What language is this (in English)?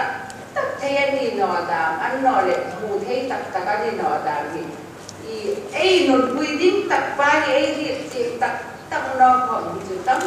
Hmar